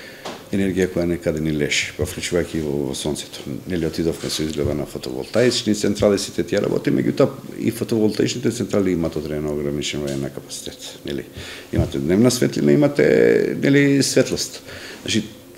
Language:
Macedonian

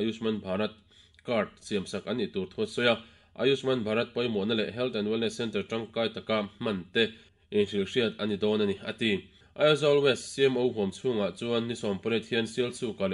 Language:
Mizo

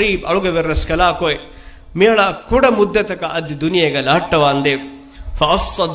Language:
Divehi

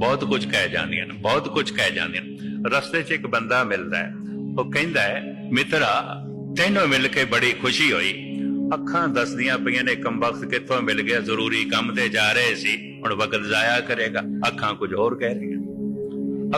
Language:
Punjabi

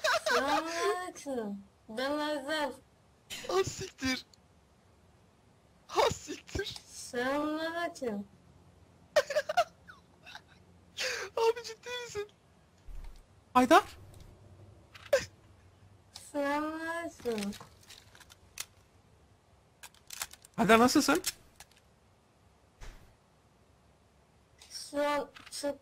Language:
Turkish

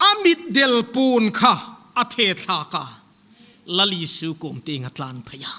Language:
Hmar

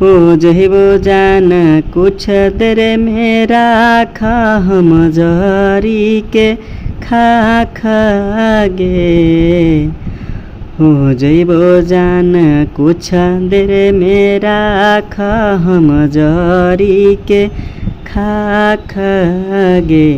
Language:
Magahi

